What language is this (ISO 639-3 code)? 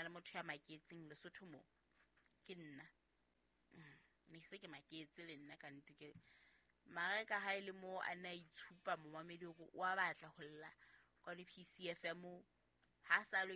sot